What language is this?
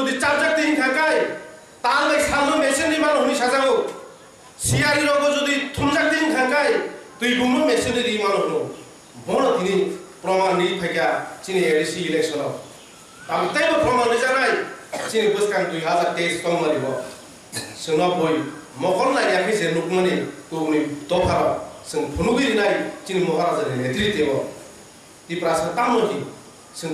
Kok Borok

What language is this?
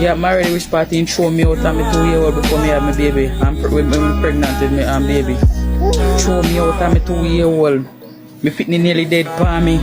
Jamaican Creole English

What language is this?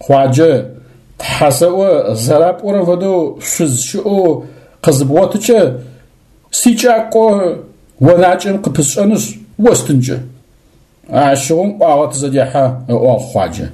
Adyghe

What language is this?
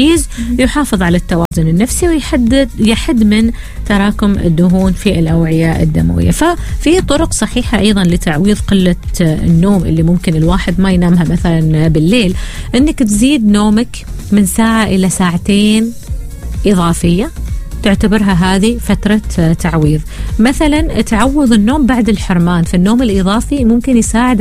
Arabic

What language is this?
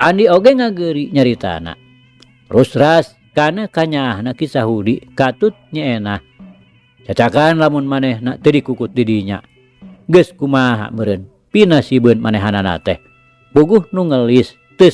Sundanese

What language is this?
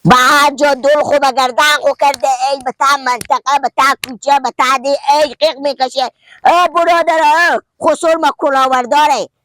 Persian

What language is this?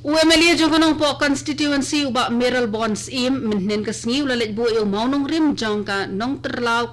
Khasi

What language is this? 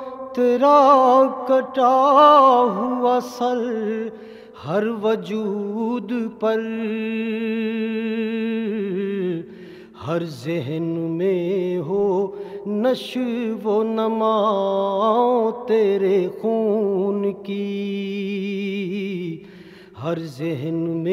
Urdu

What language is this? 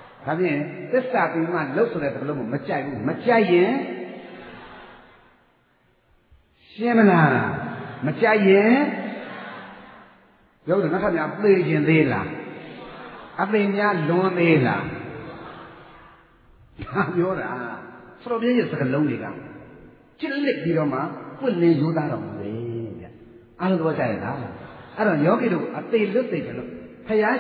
Burmese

